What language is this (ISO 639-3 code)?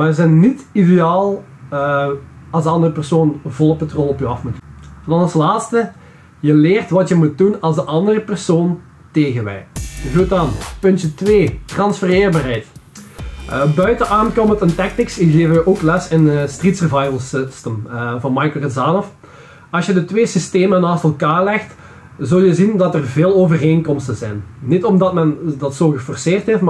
nld